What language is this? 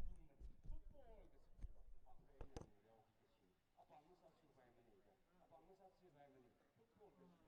Tangkhul Naga (India)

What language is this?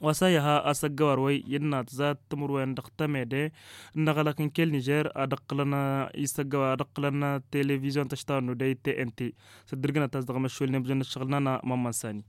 Tamasheq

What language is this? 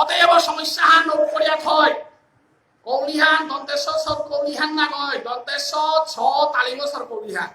Bishnupriya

